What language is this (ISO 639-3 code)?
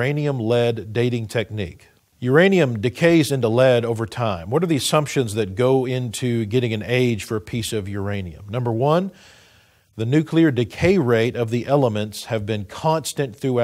eng